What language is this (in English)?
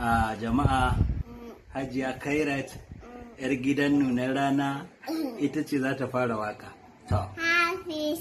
Hausa